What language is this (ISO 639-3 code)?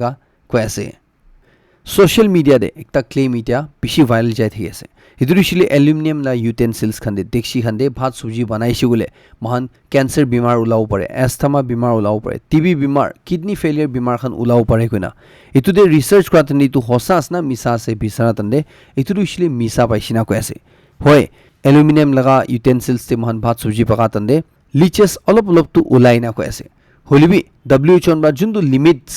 nag